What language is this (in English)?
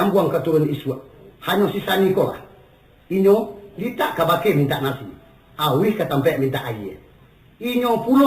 Minangkabau